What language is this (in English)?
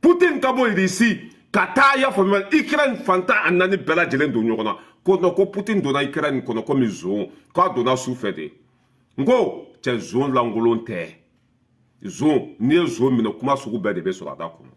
Bambara